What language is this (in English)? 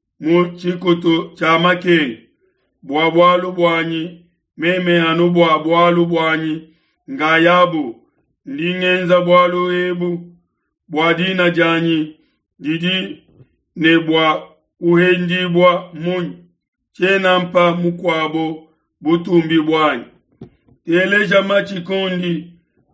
Luba-Lulua